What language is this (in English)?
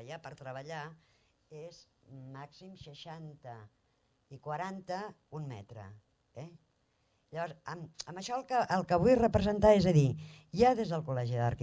Catalan